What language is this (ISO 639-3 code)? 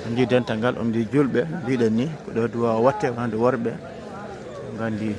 ful